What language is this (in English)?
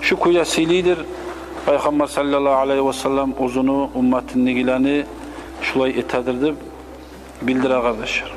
Kumyk